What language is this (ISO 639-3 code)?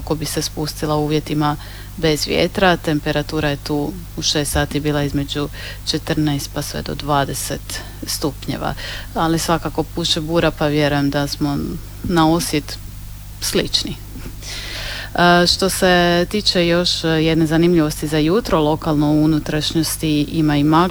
hrv